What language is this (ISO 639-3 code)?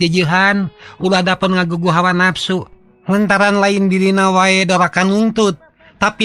sun